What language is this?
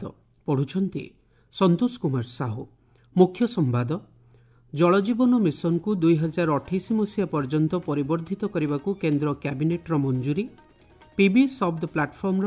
Odia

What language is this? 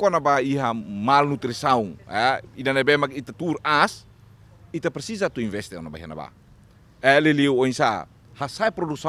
Tetum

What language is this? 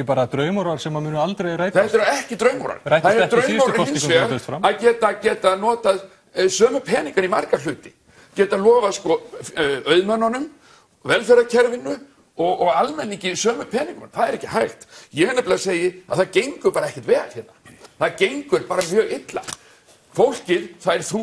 Icelandic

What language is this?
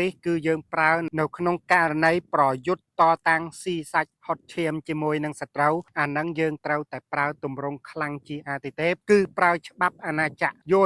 Khmer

